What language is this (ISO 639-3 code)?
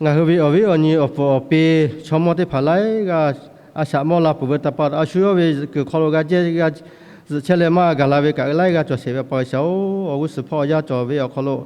lhu